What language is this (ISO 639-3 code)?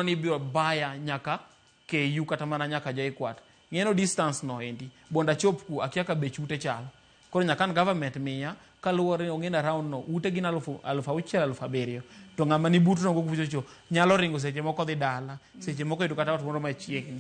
luo